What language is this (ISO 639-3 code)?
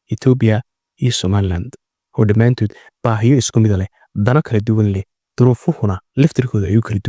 som